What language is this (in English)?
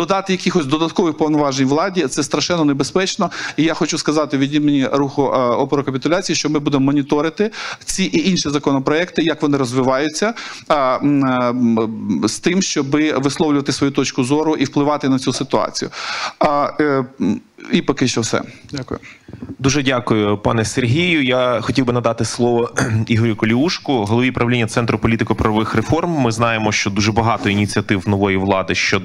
Ukrainian